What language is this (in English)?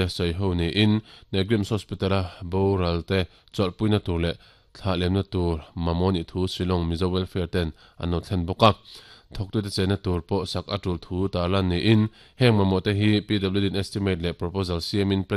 Mizo